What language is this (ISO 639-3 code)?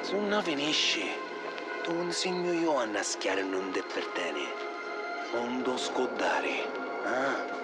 scn